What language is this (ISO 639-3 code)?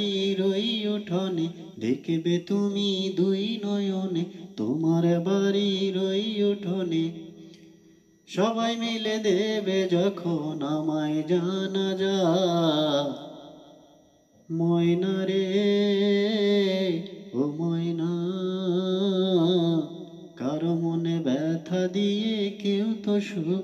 ben